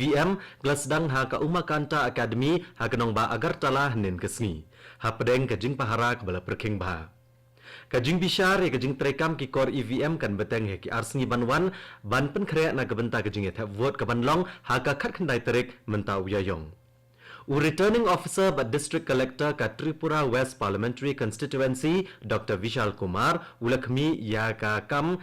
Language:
Khasi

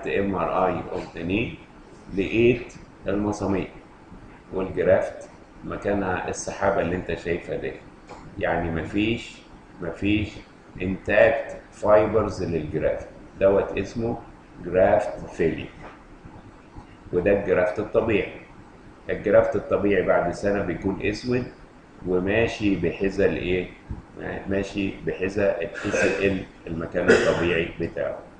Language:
Egyptian Arabic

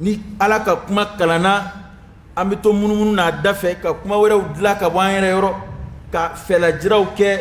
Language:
Dyula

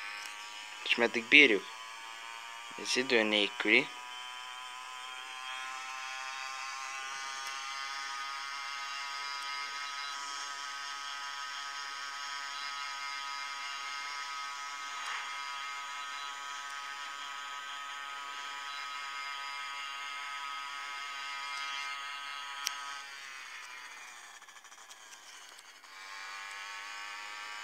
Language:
Hungarian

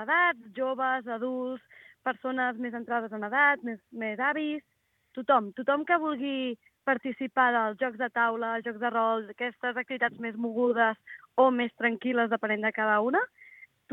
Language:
Catalan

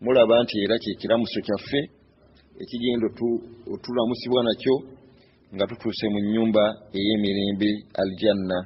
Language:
Ganda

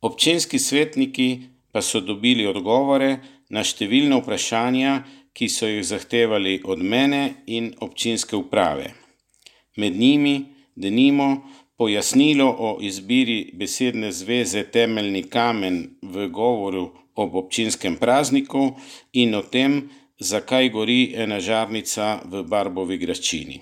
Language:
Slovenian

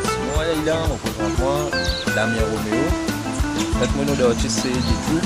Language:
Morisyen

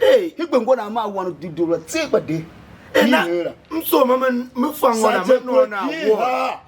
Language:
Tiv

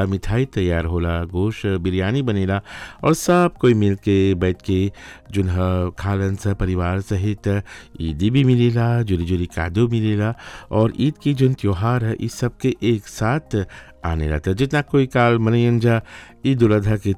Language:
Bhojpuri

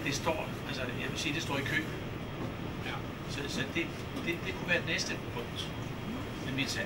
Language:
Danish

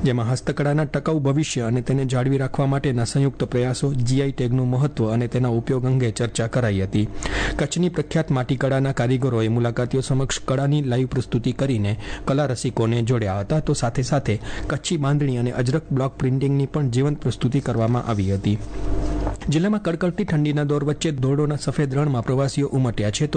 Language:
Gujarati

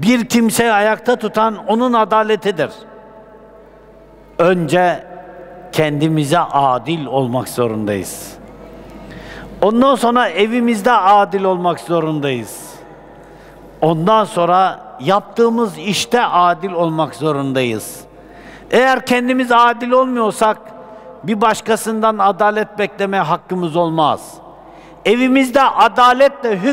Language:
Turkish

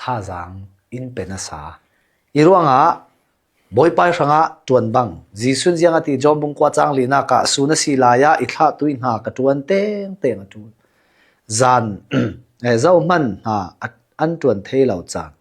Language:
Hakha Chin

